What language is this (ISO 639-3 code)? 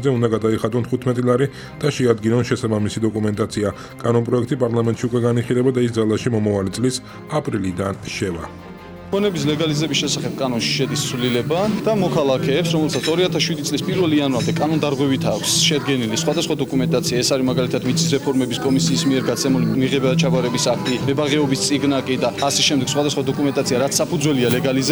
kat